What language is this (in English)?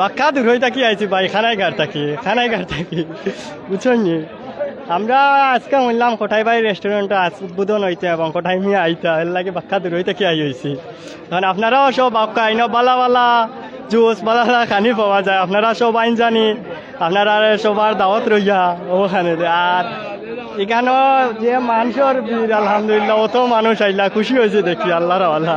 Sylheti